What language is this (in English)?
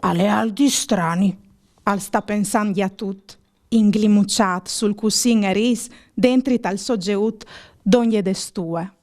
Friulian